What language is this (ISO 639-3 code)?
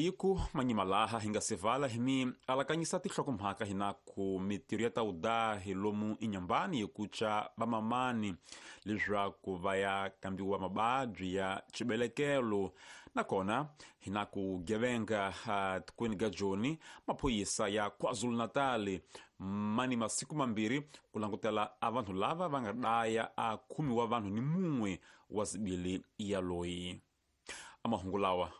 tso